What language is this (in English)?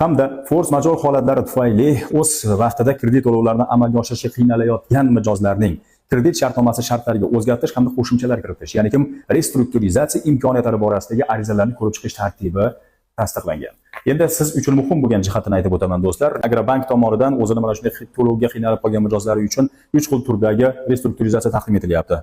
Uzbek